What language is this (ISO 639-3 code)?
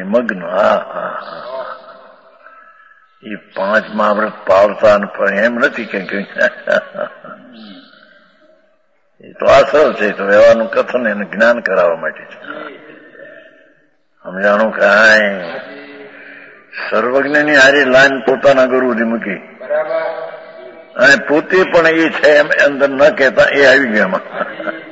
guj